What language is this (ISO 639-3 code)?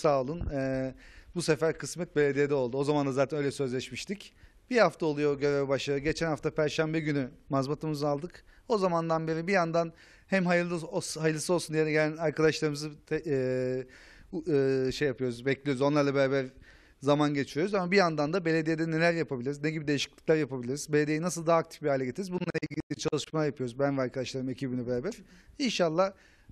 tur